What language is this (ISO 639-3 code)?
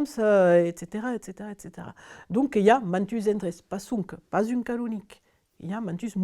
oci